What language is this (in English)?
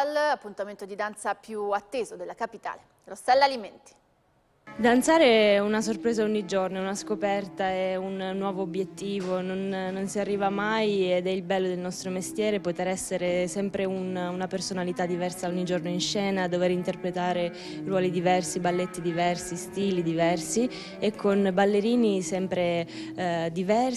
Italian